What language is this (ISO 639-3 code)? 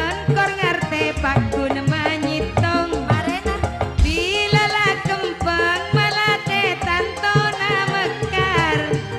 mad